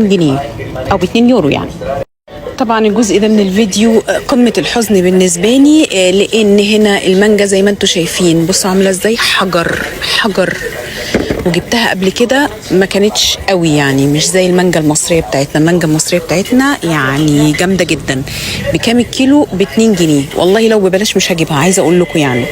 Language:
Egyptian Arabic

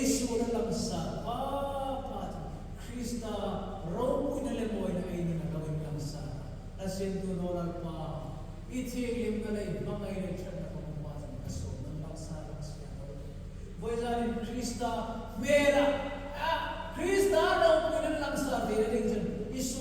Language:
Hmar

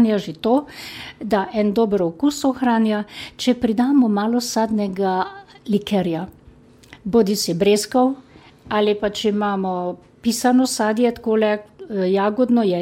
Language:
Slovenian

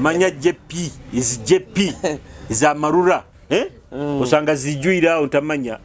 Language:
Nyoro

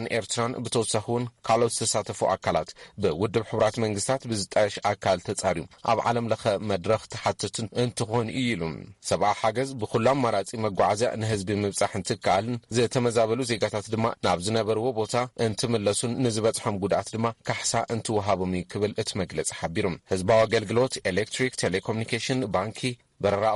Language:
Tigrinya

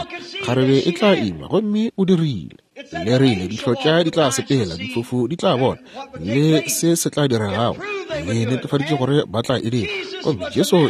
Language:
Northern Sotho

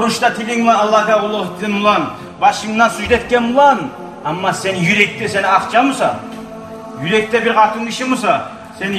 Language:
Kumyk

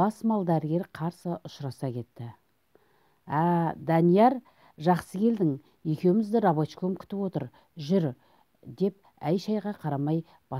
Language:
Kazakh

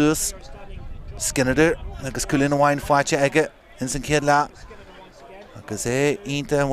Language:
Irish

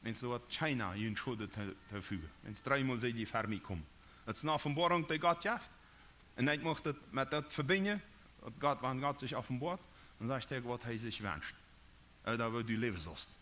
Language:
Plautdietsch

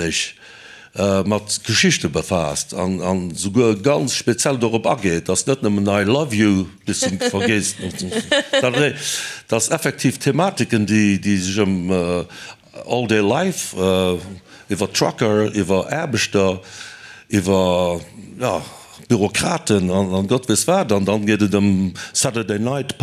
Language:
Luxembourgish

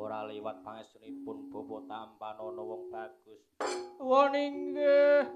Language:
Javanese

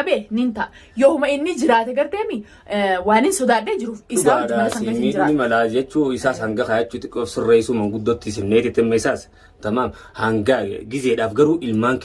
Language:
Oromo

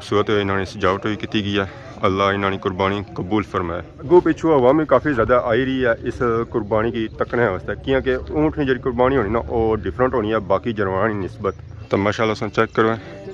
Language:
Pahari-Potwari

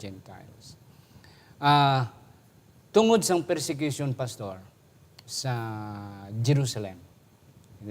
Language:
Hiligaynon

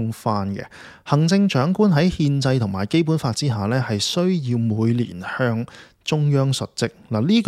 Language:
Cantonese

